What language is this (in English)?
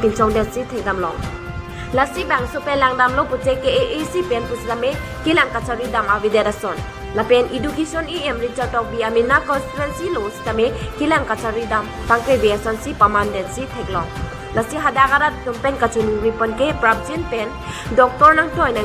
Karbi